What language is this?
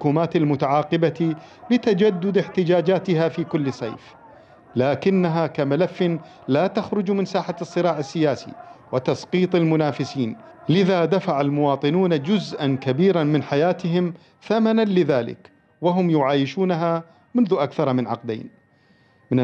Mesopotamian Arabic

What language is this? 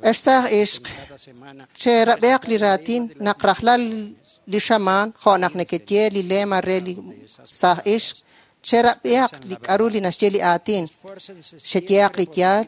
Kekchí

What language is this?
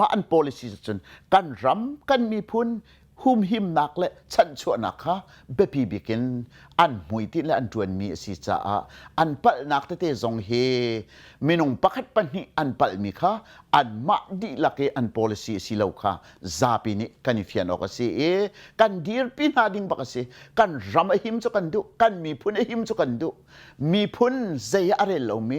Hakha Chin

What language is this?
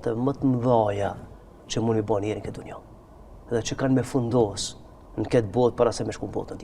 Albanian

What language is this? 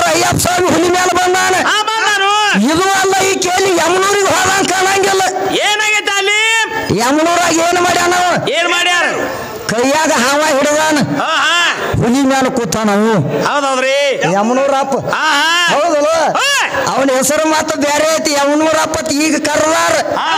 Kannada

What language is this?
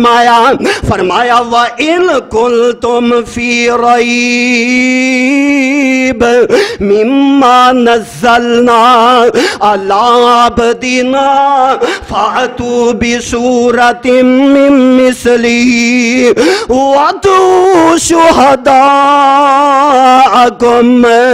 Urdu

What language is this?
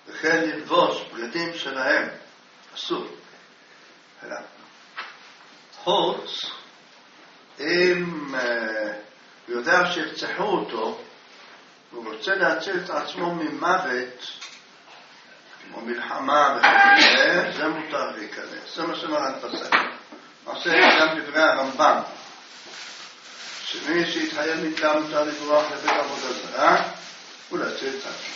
Hebrew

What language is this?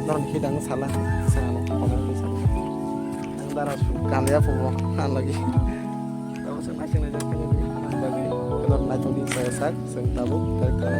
Kok Borok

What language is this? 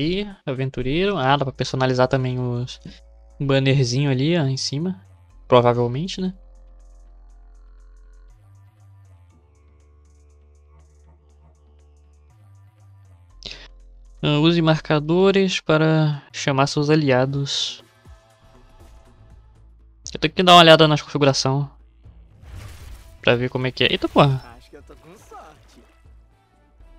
Portuguese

